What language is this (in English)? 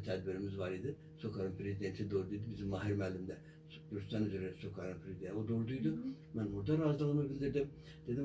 Azerbaijani